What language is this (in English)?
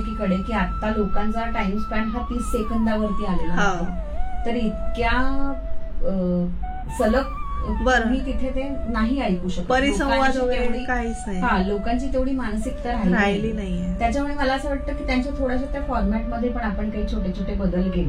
Marathi